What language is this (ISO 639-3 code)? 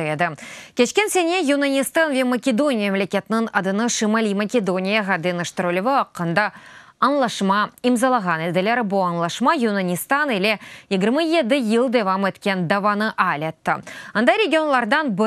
crh